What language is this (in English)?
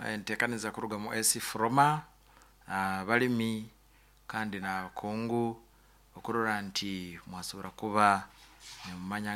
Nyoro